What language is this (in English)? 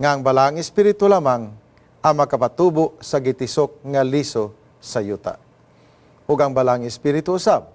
Cebuano